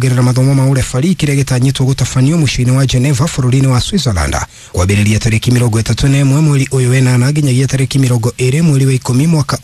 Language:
Kikuyu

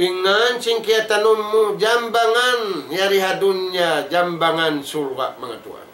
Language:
Tausug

